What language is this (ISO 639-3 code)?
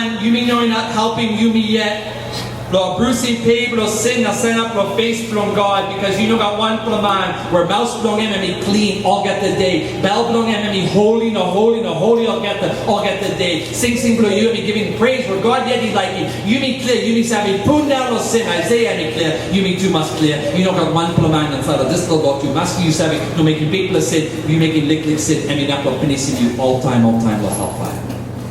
tpi